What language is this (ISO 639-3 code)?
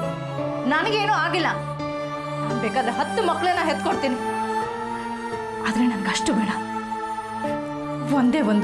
kan